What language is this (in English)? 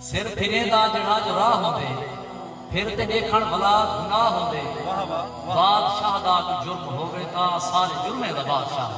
Saraiki